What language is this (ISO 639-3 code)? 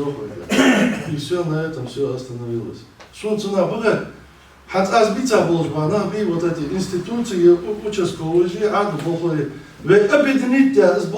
inh